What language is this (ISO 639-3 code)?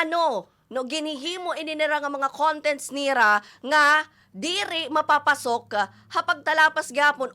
war